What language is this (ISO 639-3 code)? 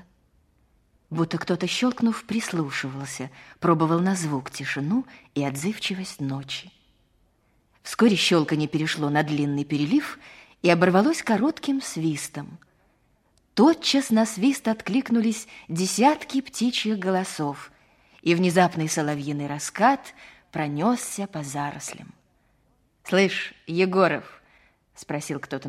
rus